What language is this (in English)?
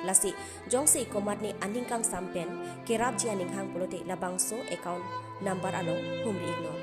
Karbi